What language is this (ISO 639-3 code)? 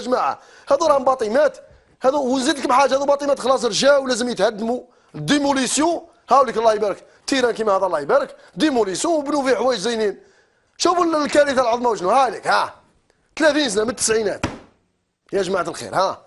arq